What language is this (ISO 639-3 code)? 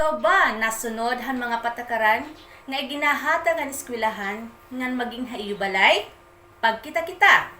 war